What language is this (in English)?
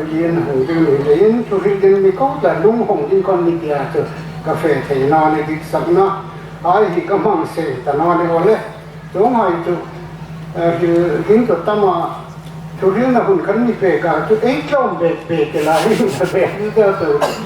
Hmar